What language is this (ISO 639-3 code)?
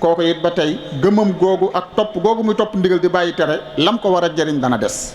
wol